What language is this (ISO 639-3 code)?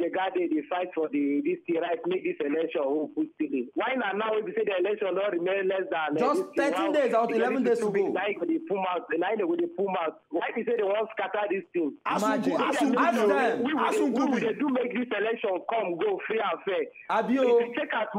pcm